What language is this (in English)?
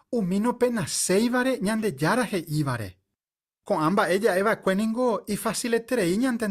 Guarani